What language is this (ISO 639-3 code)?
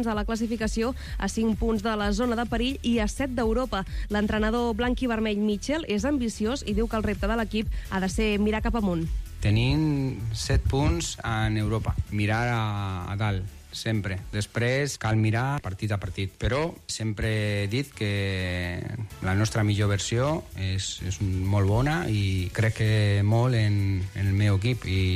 cat